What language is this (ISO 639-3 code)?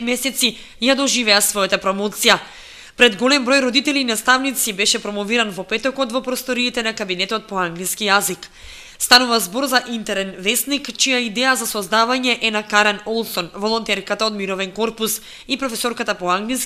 mkd